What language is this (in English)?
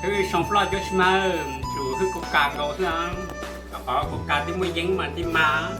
Hmong